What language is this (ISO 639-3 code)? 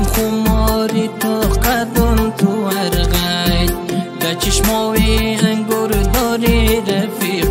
fas